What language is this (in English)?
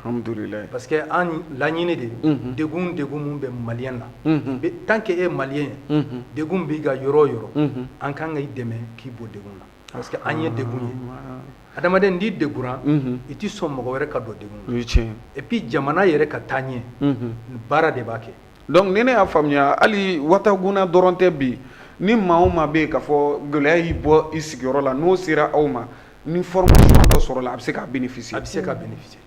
Bambara